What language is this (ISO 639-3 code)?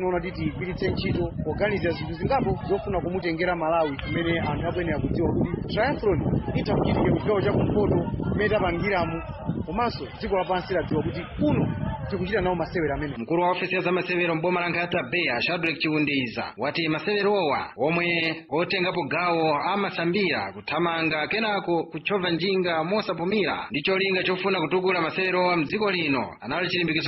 nya